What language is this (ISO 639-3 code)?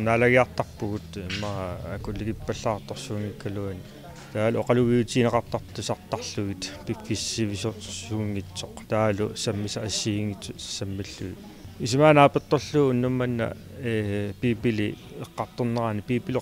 kal